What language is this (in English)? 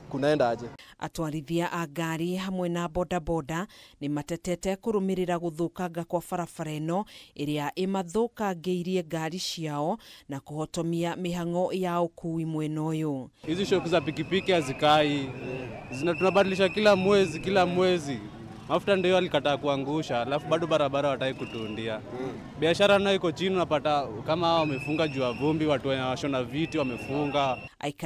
Kikuyu